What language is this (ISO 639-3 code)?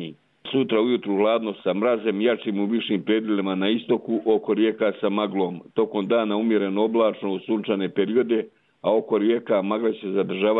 hrv